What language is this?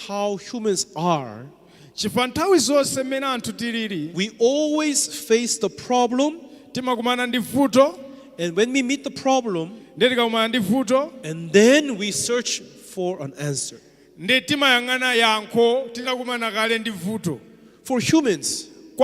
Nyanja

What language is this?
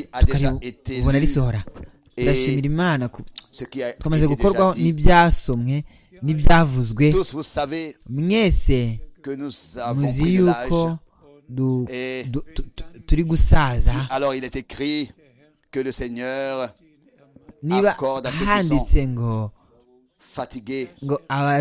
Kinyarwanda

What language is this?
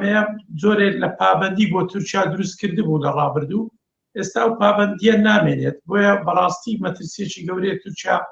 Central Kurdish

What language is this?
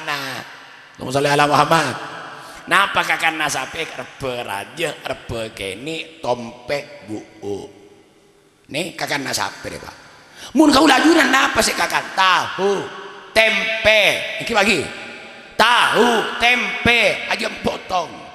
Madurese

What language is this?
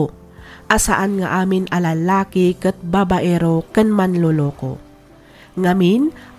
Iloko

